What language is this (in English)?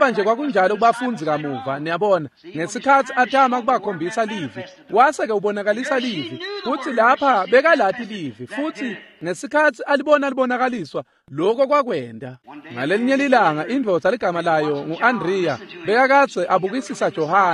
Swati